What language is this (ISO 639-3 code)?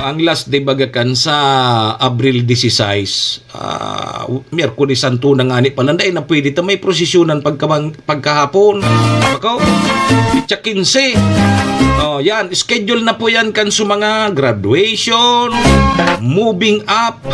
bik